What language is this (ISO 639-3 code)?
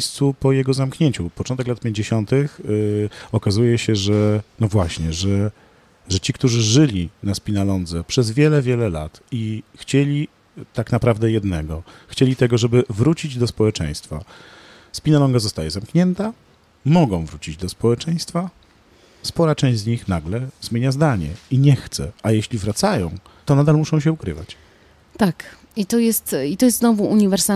pol